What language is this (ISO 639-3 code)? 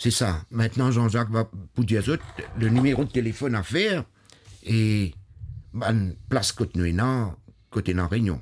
mfe